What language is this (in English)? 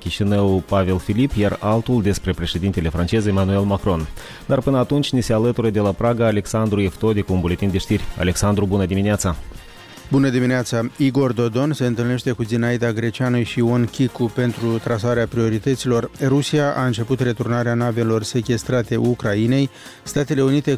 Romanian